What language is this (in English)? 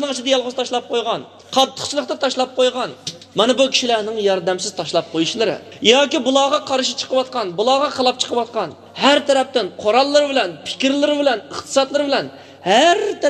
Uyghur